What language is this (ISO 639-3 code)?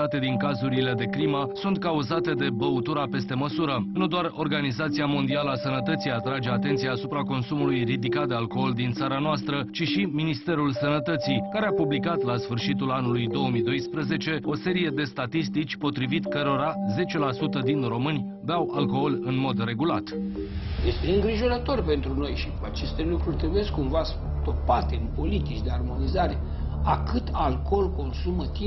ron